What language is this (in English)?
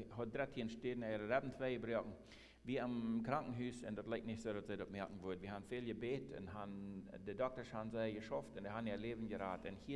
Plautdietsch